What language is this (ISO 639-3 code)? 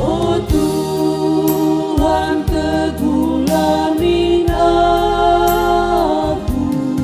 btx